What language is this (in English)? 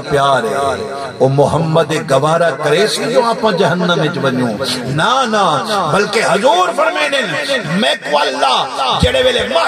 Saraiki